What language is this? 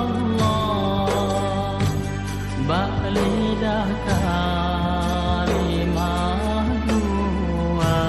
Achinese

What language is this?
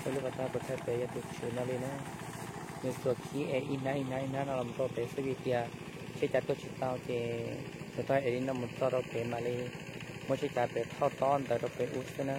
Hmong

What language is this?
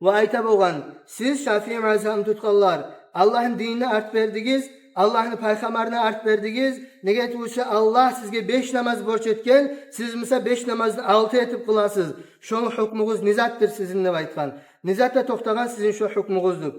Kumyk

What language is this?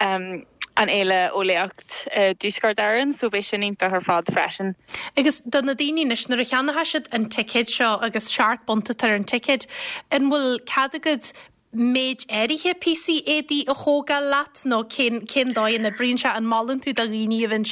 Irish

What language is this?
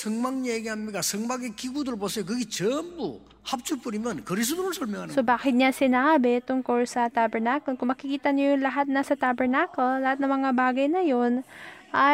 Filipino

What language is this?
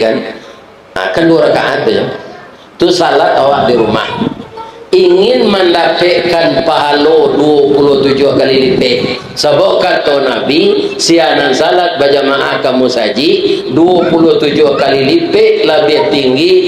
Minangkabau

